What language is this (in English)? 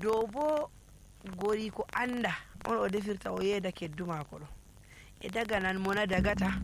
Nigerian Fulfulde